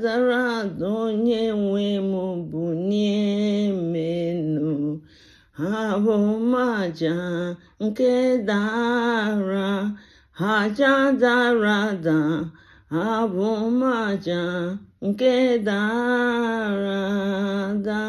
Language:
Igbo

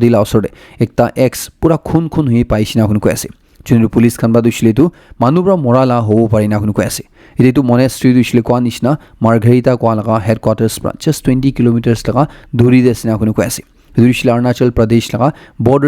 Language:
Naga Pidgin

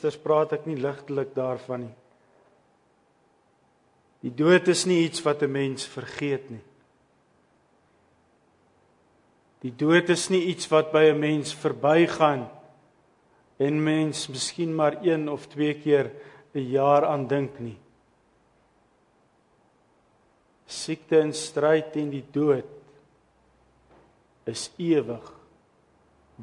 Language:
Afrikaans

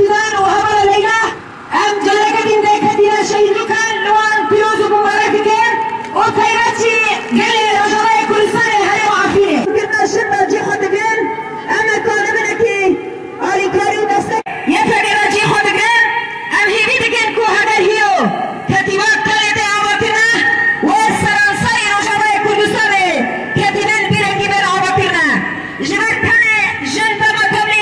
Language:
Kurdish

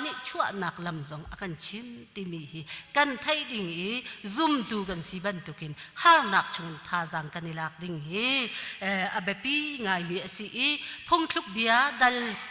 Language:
Hakha Chin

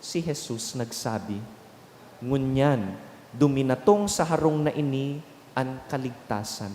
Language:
Bikol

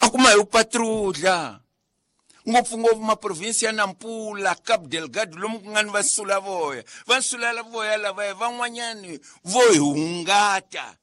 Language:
Tsonga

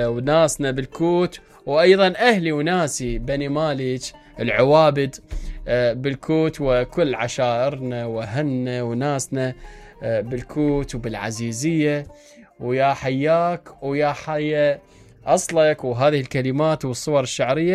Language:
Mesopotamian Arabic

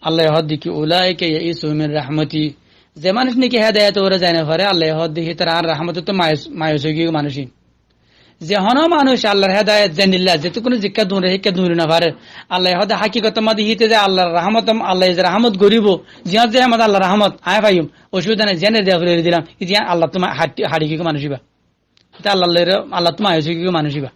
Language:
Rohingya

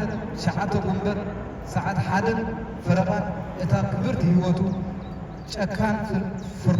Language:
Tigrinya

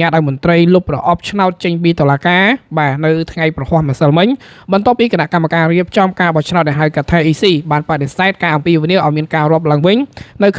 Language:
Khmer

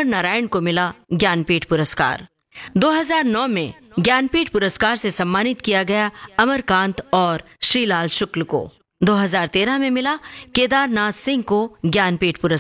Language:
Hindi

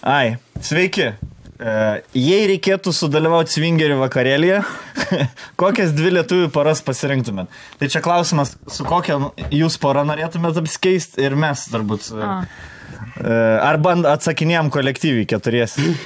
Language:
Lithuanian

